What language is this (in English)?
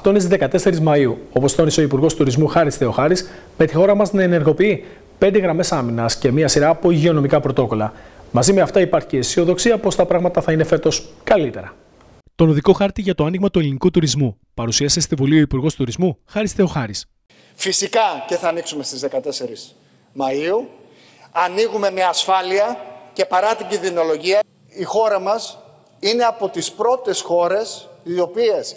Greek